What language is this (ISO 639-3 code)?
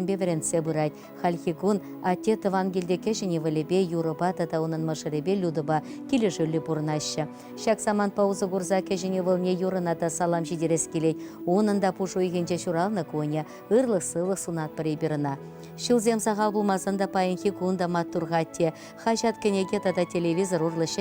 chv